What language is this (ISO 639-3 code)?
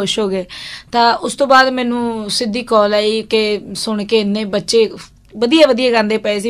pan